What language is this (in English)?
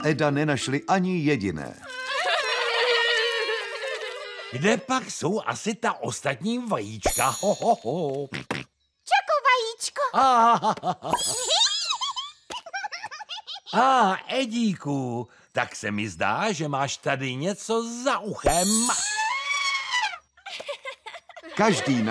Czech